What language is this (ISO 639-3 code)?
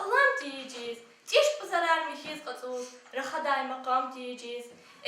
lez